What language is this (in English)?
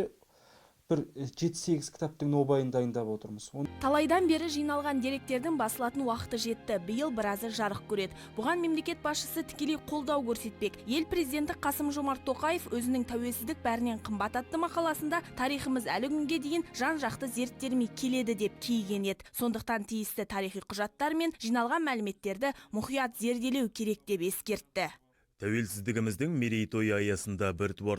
Kazakh